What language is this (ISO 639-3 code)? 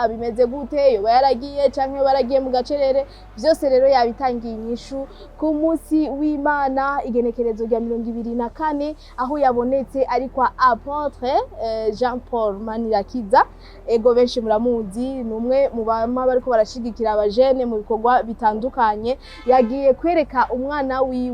run